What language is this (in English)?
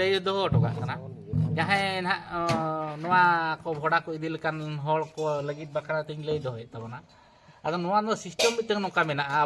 Santali